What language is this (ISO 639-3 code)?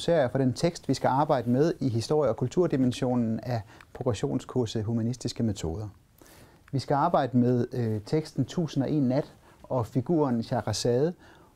dan